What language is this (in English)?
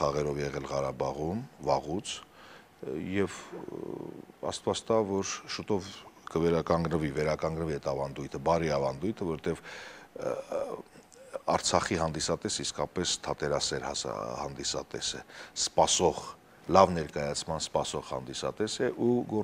Armenian